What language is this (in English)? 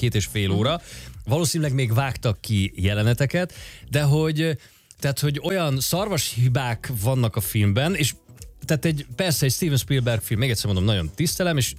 Hungarian